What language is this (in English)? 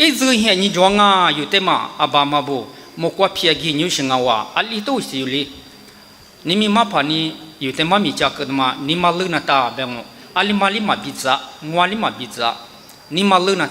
Lisu